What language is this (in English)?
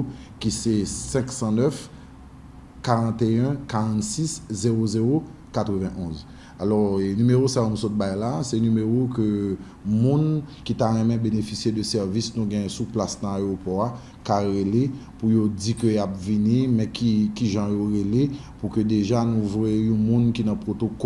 Haitian Creole